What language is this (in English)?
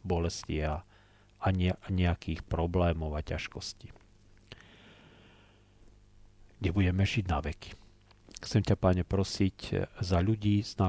Slovak